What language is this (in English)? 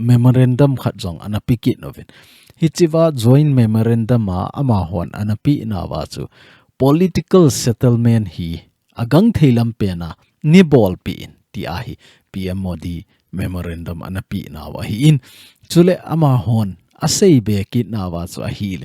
Thado Chin